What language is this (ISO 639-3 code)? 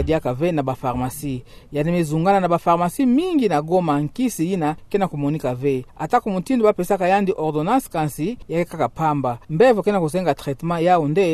ktu